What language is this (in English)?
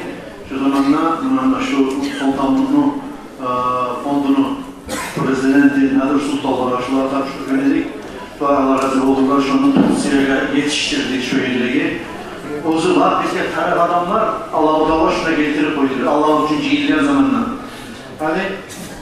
Kumyk